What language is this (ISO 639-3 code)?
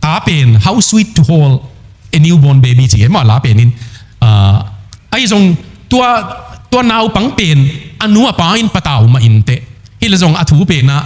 ctd